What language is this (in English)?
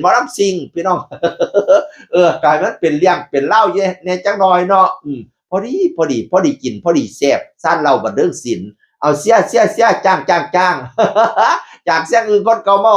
Northeastern Thai